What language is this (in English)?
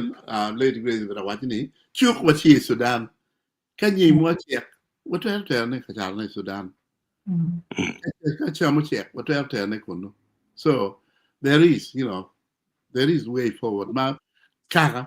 Acoli